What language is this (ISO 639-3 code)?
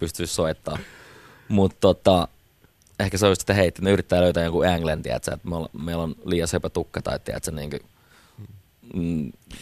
fin